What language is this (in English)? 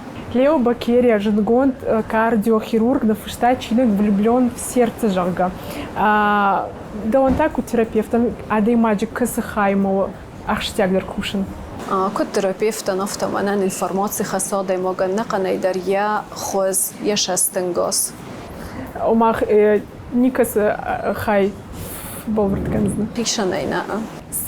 Ossetic